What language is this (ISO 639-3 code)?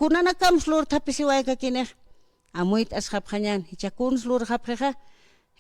aym